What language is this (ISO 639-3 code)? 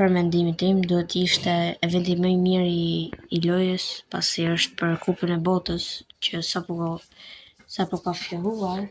sqi